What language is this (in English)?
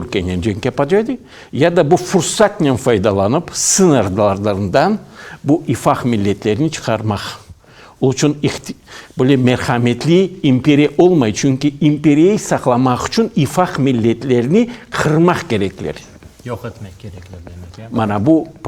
Crimean Tatar